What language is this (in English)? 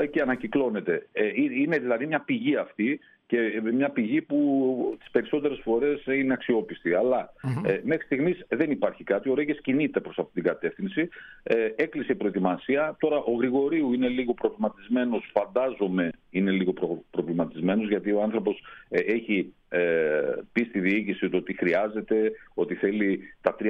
Greek